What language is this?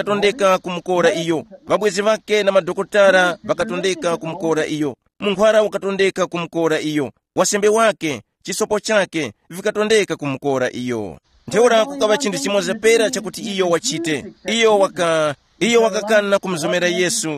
Tumbuka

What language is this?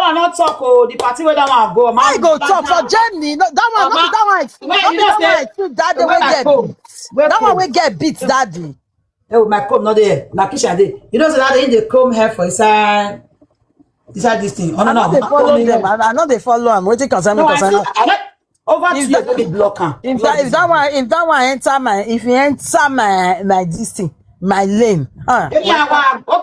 Nigerian Pidgin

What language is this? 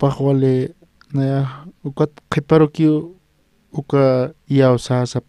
Aymara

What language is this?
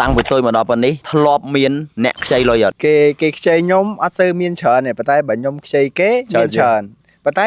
Khmer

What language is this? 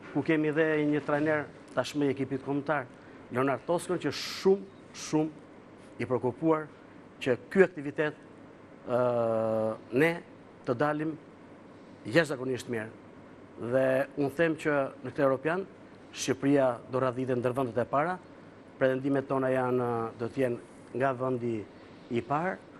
Albanian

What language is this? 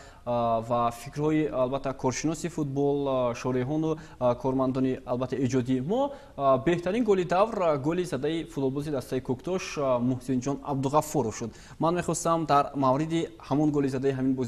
Tajik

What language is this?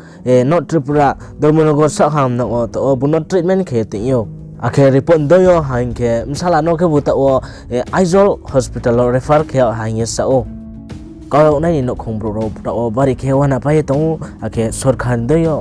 Riang (India)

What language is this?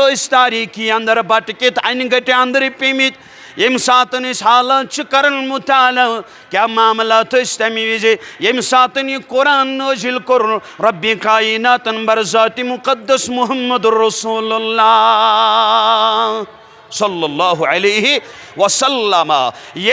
Kashmiri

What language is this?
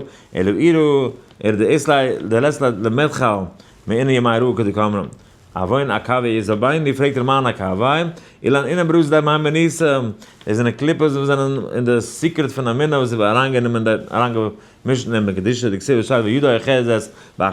Yiddish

